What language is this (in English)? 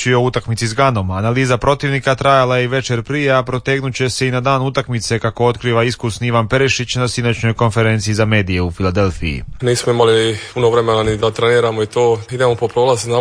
Croatian